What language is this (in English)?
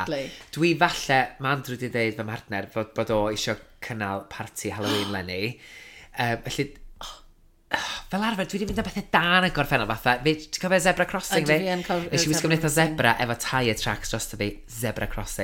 Welsh